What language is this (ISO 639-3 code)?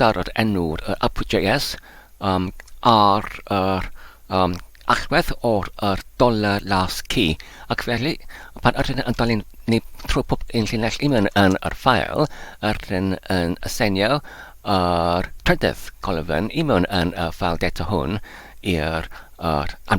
cym